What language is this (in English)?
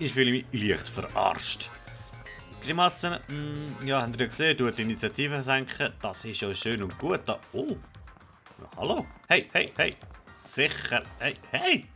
Swiss German